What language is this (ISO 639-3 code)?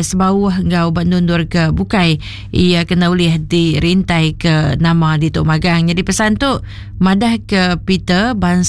iba